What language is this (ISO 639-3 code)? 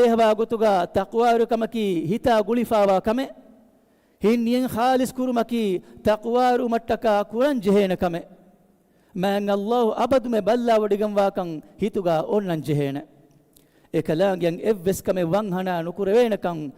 div